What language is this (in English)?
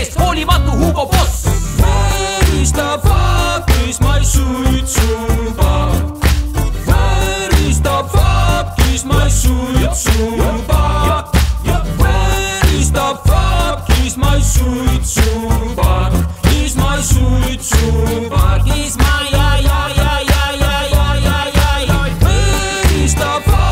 Estonian